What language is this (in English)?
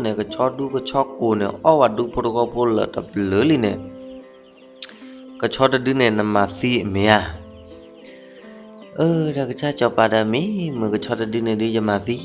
S'gaw Karen